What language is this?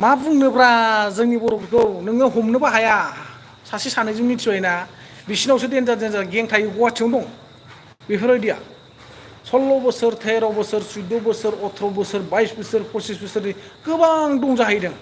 Bodo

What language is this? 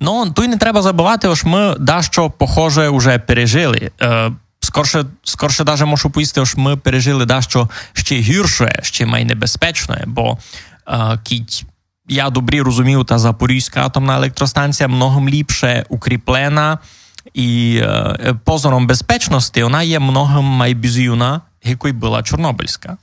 Rusyn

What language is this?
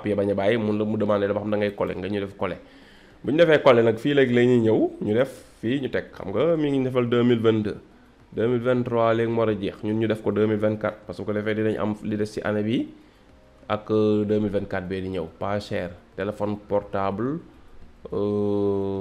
Wolof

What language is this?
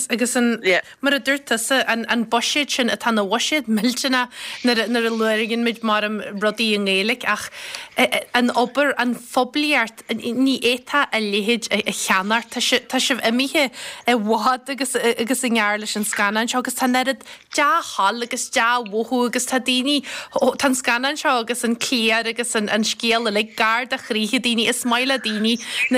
Irish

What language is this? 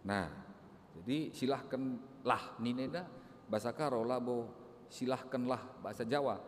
Batak Karo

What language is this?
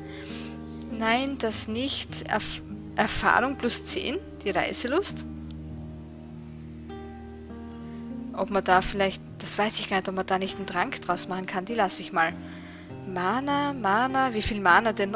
German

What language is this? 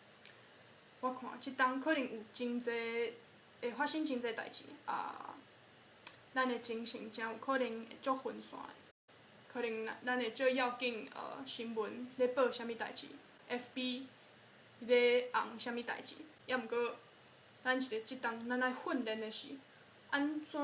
Min Nan Chinese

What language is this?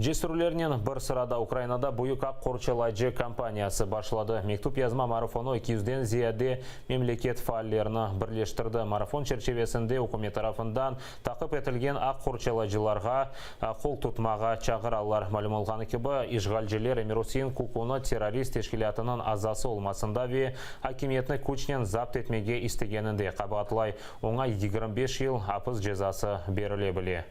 Crimean Tatar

